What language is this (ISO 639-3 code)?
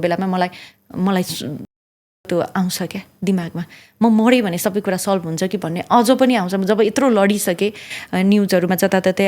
nep